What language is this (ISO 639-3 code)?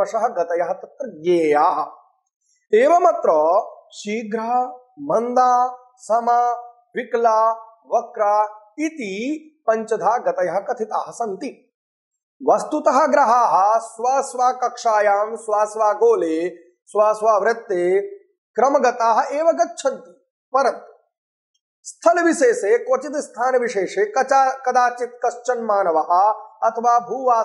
san